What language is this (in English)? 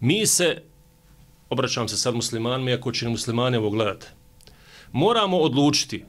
Bosnian